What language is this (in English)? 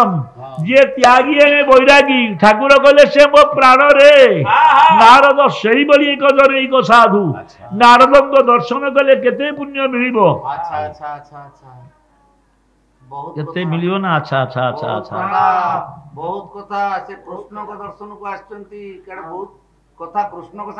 Odia